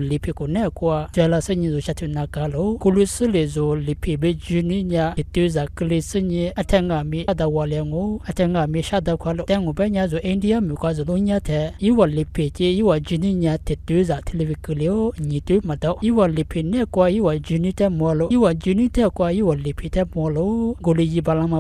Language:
Lisu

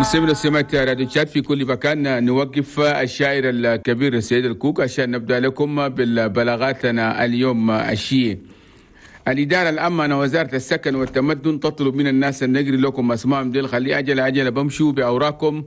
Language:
Chadian Arabic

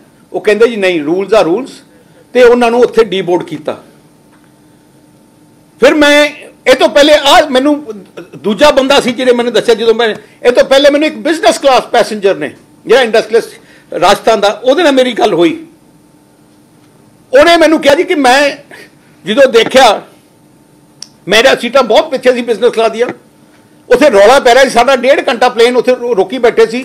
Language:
Punjabi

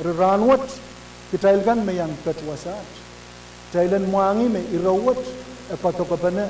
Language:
Pohnpeian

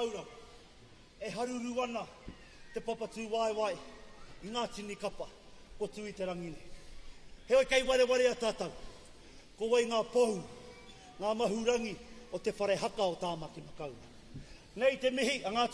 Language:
Māori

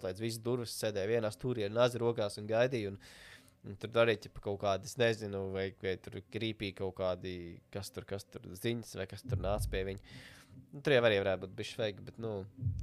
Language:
Latvian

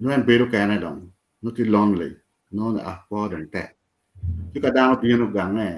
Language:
Acoli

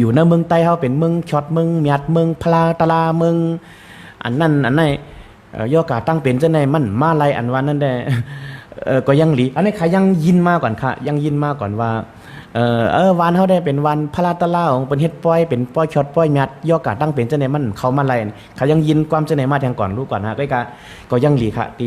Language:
Shan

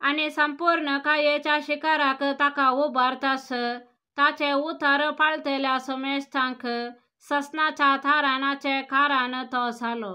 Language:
Konkani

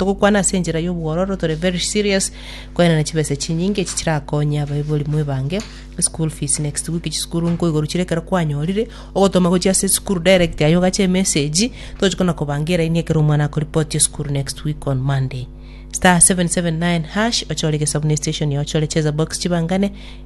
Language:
Gusii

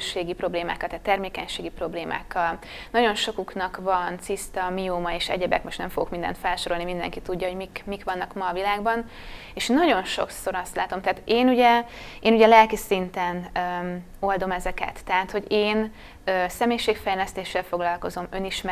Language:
Hungarian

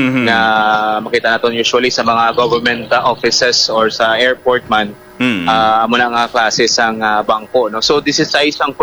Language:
Hiligaynon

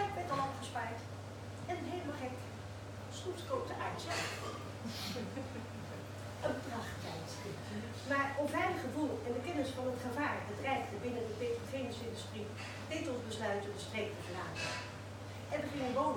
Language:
Dutch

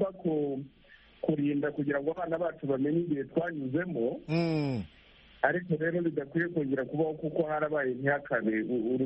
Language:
Kinyarwanda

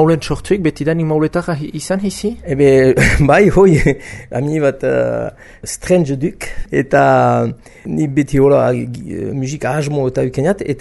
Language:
Basque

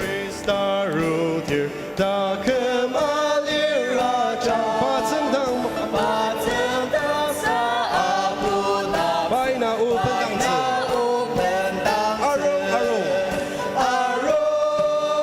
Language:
Ao Naga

